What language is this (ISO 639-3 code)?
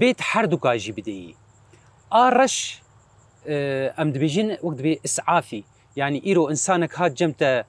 kur